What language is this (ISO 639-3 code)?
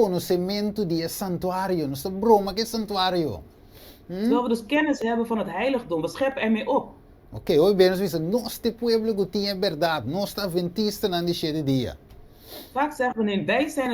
pap